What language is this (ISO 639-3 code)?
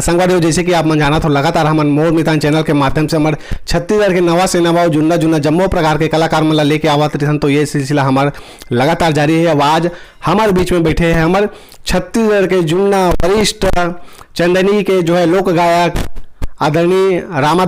hne